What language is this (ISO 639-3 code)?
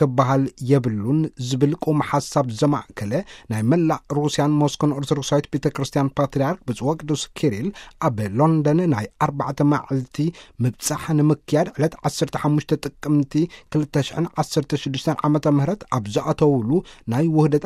tir